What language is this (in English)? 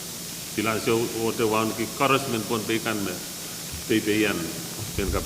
Pohnpeian